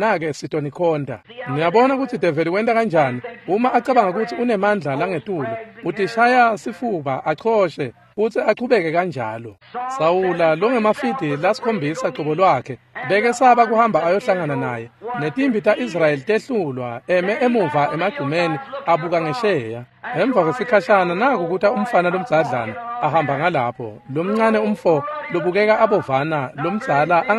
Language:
Swati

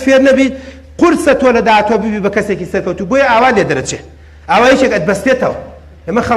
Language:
Central Kurdish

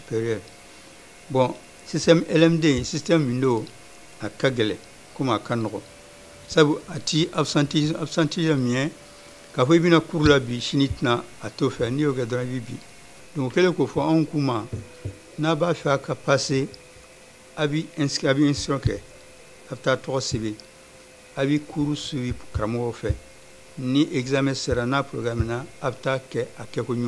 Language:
Bambara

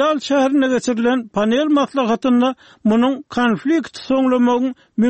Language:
Turkmen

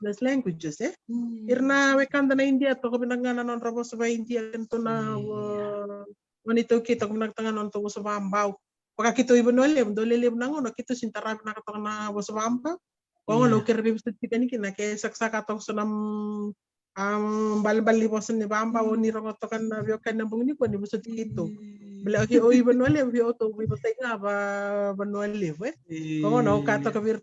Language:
Fijian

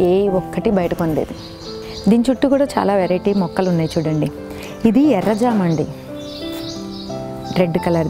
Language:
Telugu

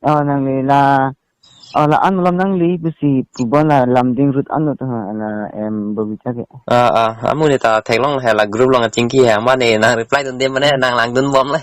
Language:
Karbi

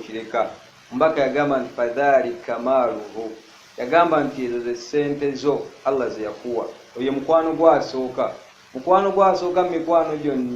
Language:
Ganda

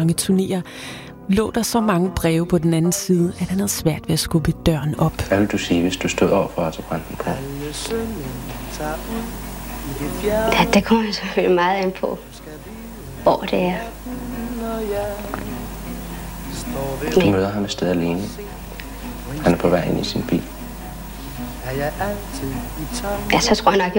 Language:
Danish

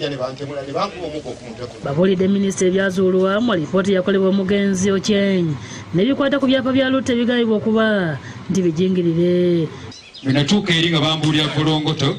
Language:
Ganda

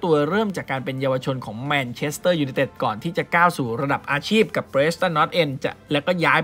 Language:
Thai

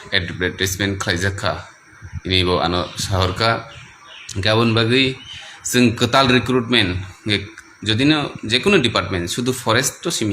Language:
Kok Borok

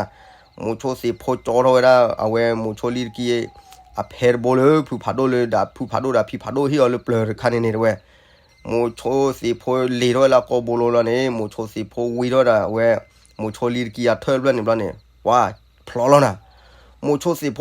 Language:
S'gaw Karen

